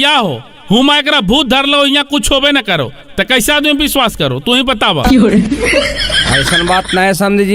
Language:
Magahi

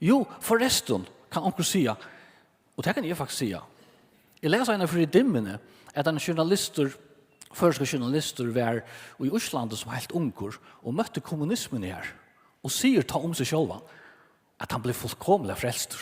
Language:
Faroese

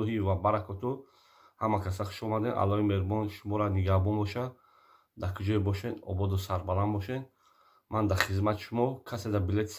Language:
Tajik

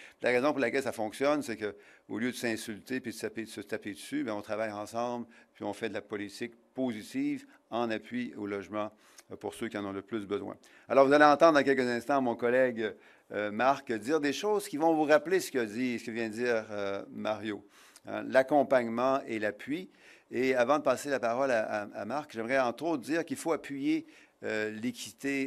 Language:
French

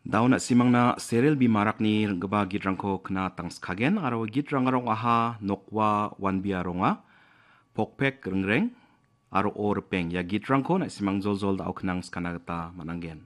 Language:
Garo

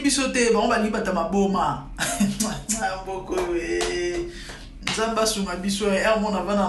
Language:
Lingala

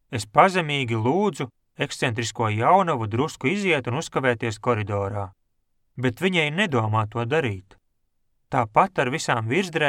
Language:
Latvian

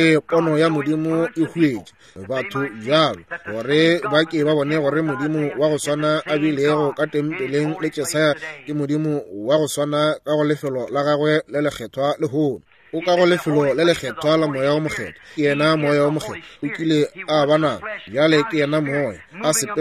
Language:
Northern Sotho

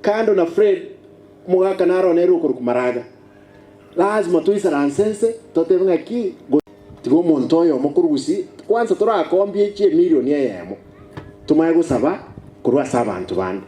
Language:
Gusii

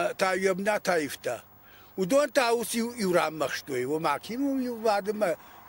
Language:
Ossetic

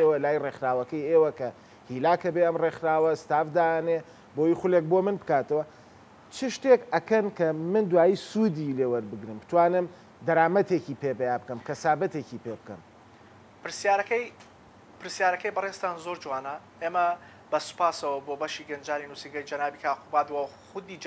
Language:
Central Kurdish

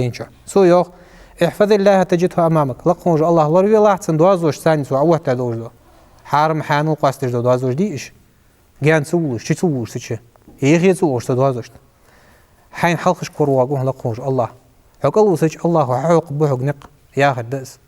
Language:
Ingush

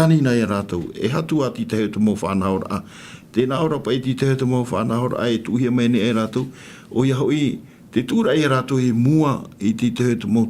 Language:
Tahitian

